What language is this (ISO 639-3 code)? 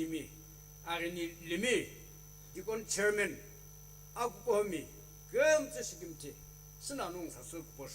nsm